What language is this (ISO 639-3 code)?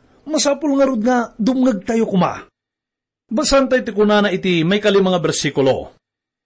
ilo